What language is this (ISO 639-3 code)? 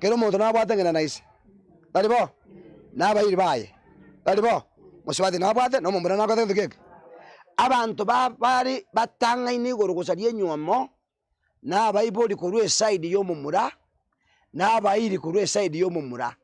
guz